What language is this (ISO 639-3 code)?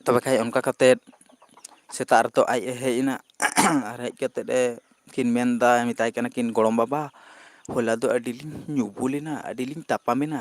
sat